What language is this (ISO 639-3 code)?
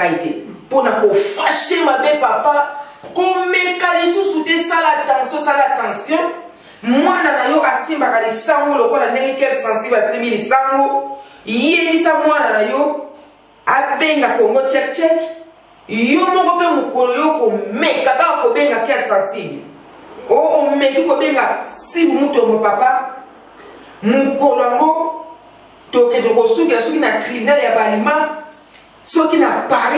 lin